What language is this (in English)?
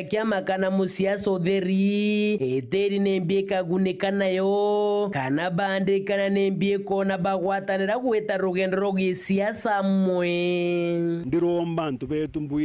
Meru